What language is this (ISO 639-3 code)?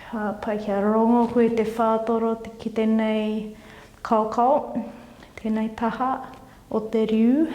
mri